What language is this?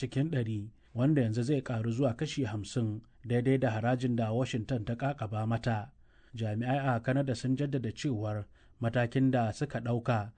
Hausa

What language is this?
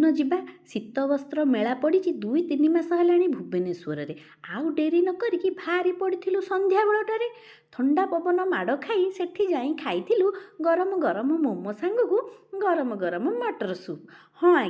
Odia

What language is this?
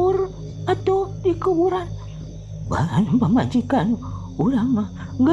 Sundanese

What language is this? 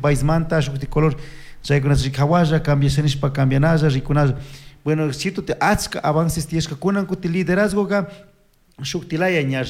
Chimborazo Highland Quichua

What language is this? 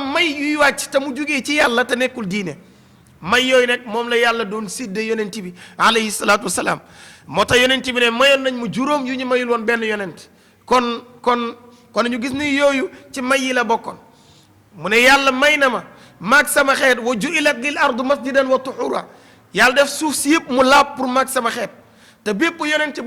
Wolof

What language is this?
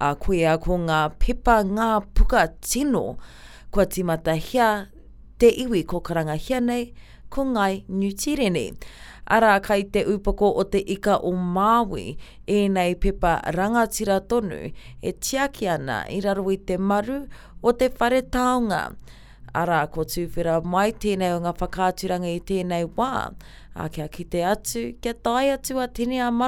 Māori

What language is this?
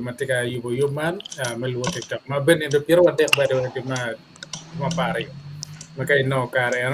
Acoli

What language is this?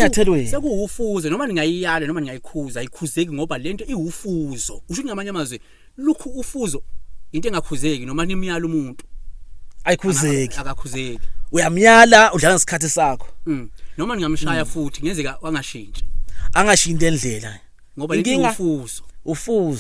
Zulu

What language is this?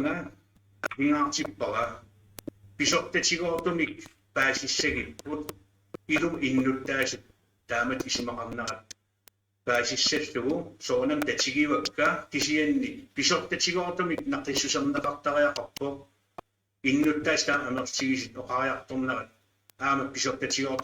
Kalaallisut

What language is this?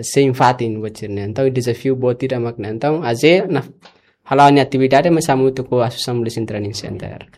Tetum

